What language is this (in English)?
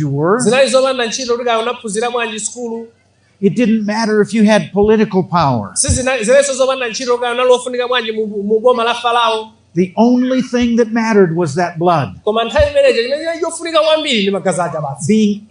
Nyanja